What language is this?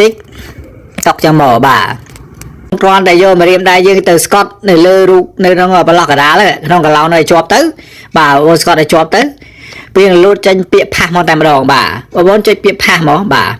Khmer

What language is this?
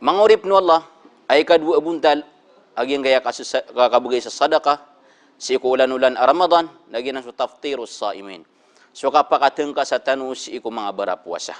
Maranao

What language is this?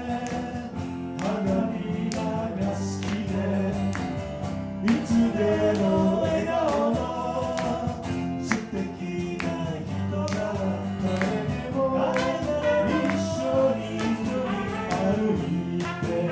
Japanese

